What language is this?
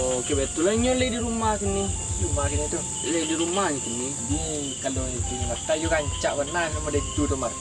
Minangkabau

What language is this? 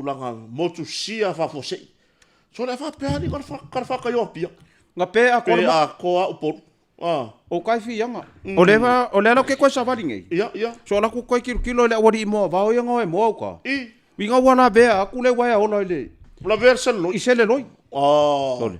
Samoan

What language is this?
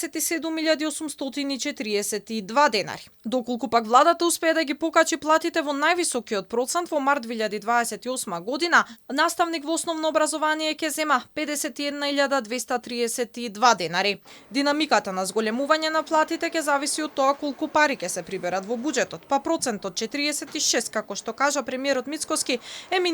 Macedonian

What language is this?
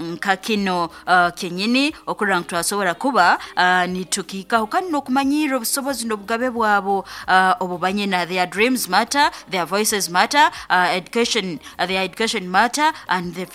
Nyankole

